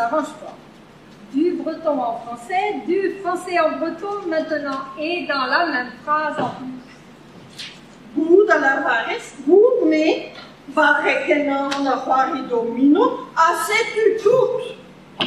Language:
Breton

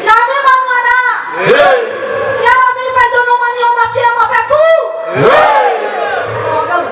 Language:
Nias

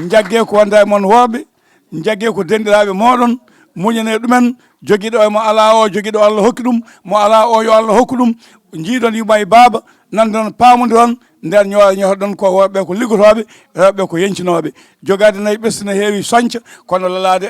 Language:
Fula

